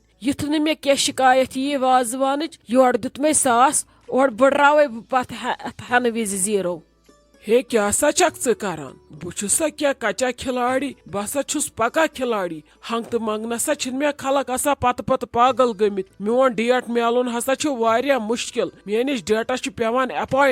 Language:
Kashmiri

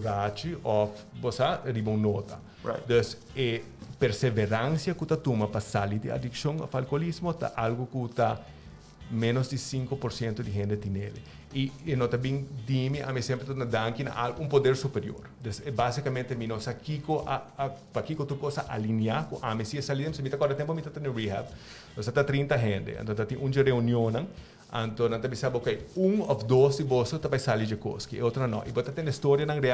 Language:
Papiamento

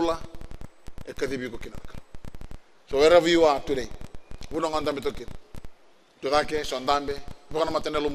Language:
Fijian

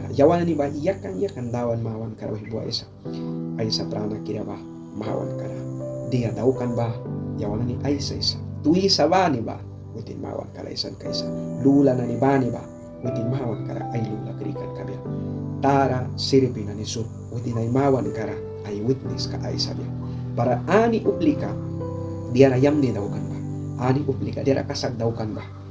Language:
Mískito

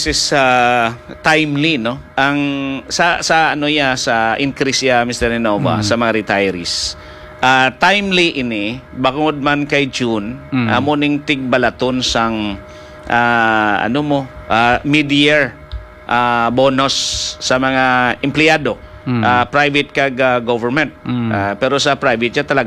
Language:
Hiligaynon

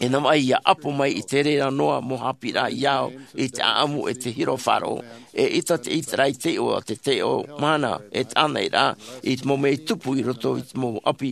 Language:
Tahitian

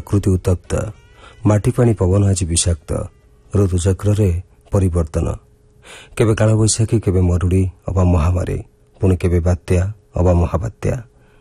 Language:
Odia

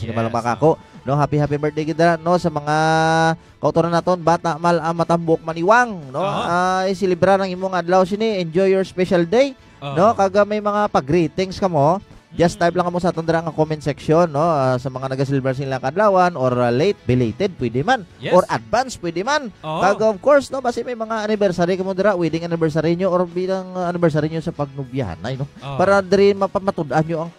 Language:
Hiligaynon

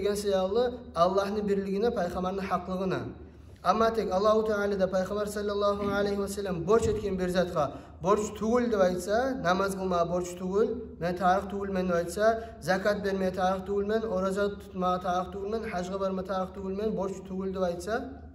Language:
Kumyk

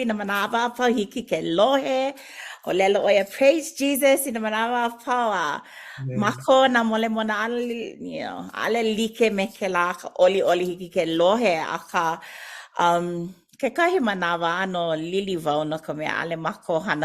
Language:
Hawaiian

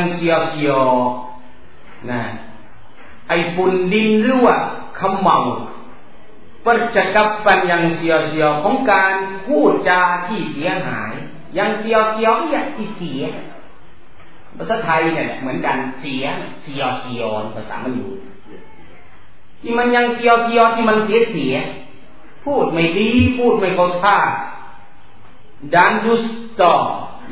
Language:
Thai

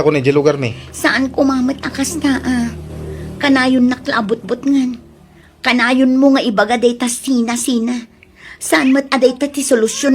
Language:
Iloko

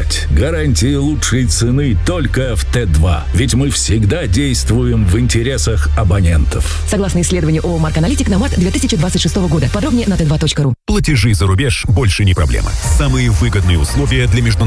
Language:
Russian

